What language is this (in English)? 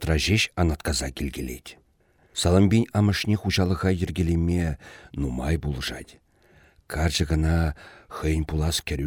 Chuvash